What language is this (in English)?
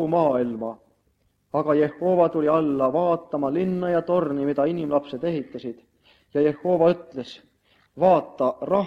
Estonian